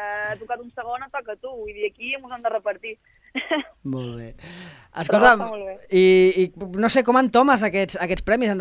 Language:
Catalan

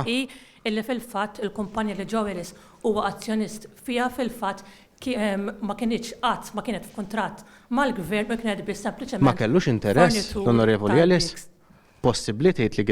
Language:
Maltese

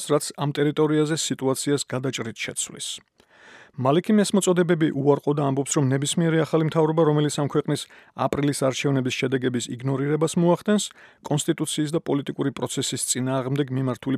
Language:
Georgian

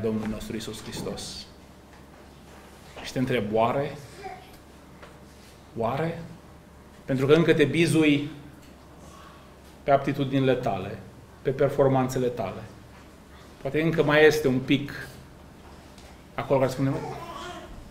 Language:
Romanian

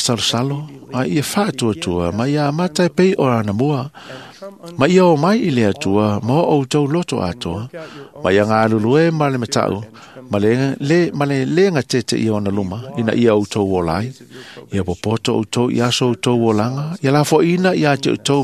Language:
Samoan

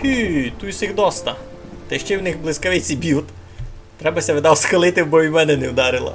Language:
Rusyn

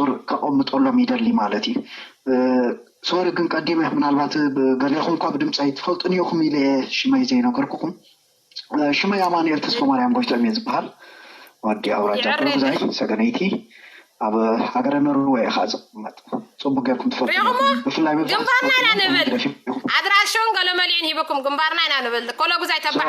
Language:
Tigrinya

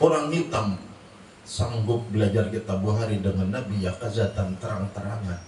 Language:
Banjar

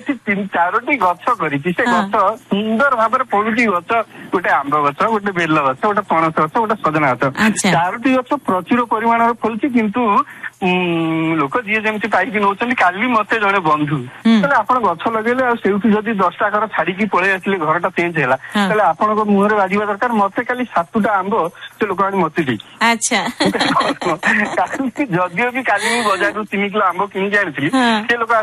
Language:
Odia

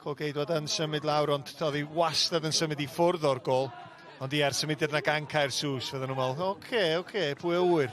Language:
Welsh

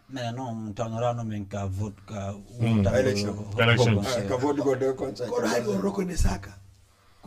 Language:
Fula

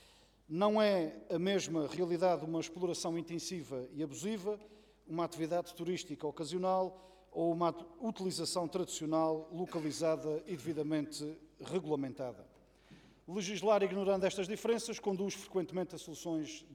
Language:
Portuguese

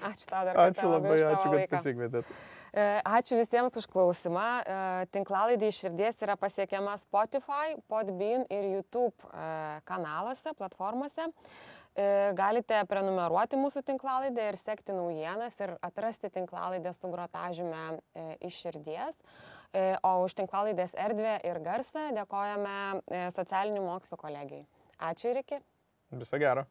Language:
Lithuanian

